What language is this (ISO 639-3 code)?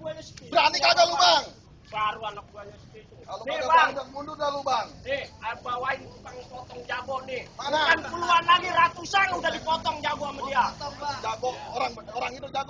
bew